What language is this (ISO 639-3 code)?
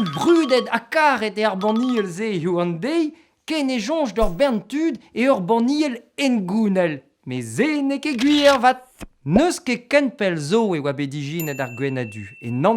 bre